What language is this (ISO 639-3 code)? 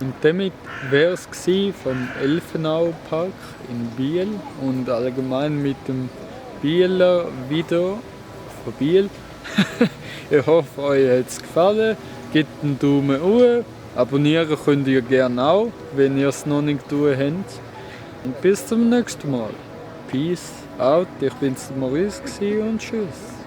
gsw